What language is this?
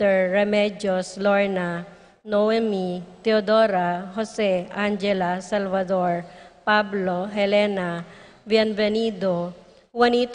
Pampanga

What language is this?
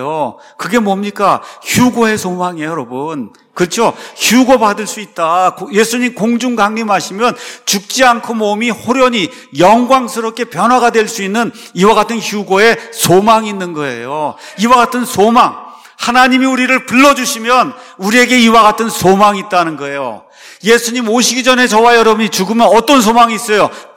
Korean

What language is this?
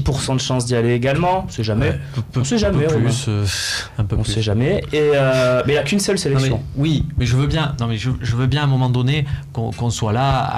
French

